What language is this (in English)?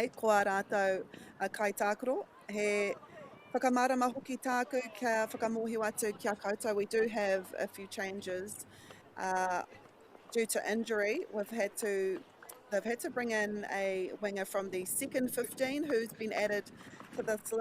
Māori